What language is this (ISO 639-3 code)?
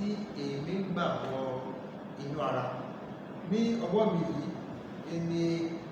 yor